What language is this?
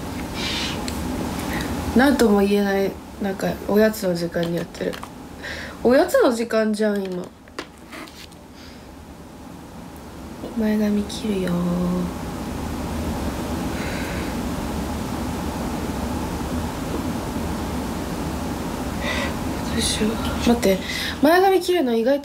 Japanese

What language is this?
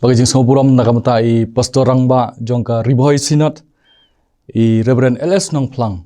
Khasi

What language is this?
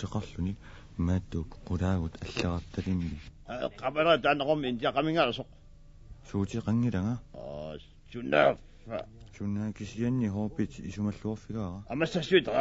Kalaallisut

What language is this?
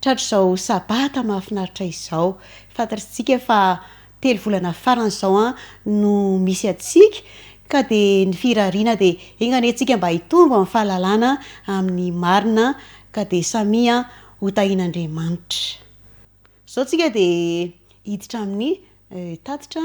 Malagasy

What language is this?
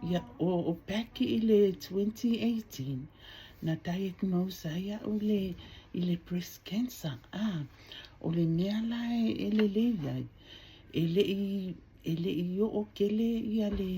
Samoan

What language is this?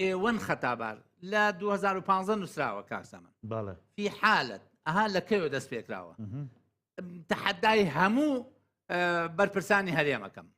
Central Kurdish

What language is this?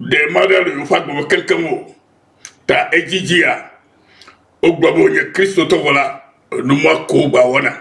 Ewe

